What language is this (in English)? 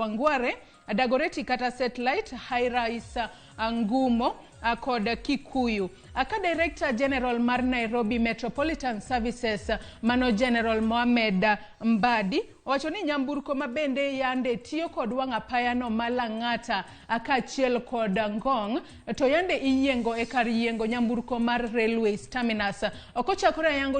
Luo (Kenya and Tanzania)